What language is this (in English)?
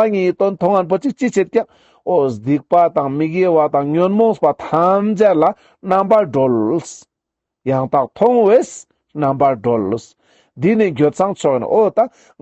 Ladakhi